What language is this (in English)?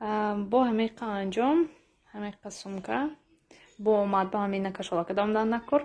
Tajik